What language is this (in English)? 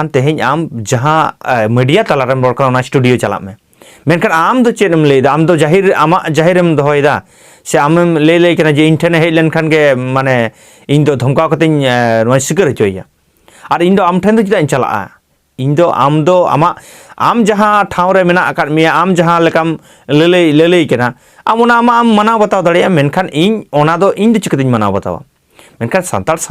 Santali